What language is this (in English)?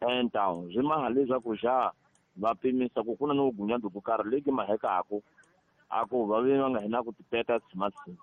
Tsonga